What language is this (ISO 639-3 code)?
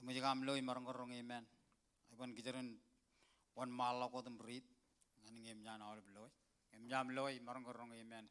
mah